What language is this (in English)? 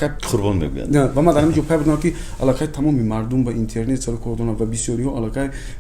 Tajik